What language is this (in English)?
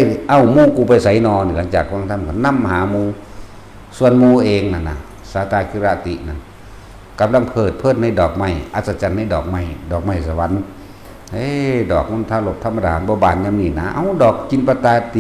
Northeastern Thai